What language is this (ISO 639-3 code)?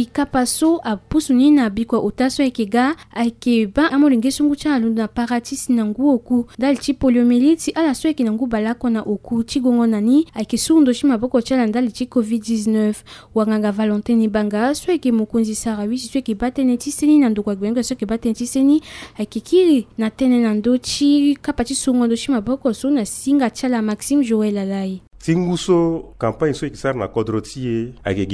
sag